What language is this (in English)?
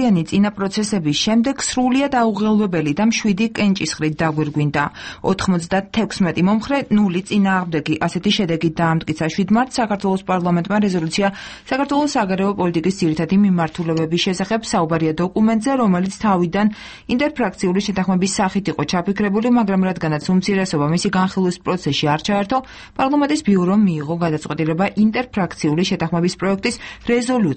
Georgian